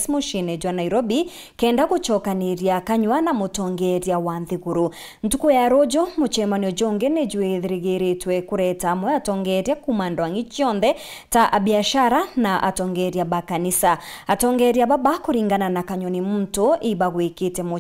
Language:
Meru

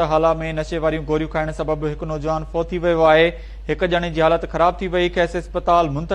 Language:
Sindhi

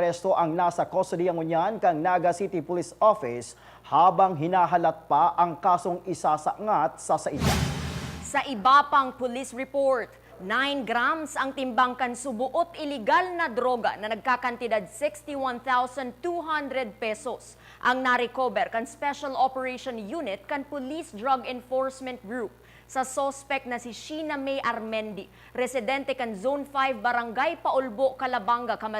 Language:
Bikol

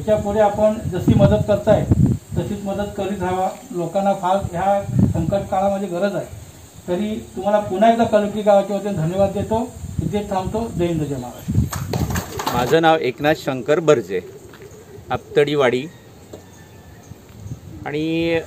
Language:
Marathi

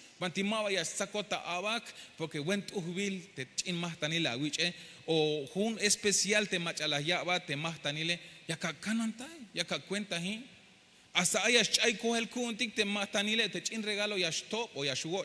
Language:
Tzeltal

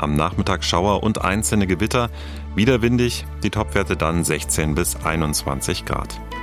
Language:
German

